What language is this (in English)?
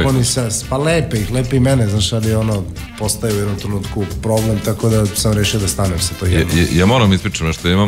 Serbian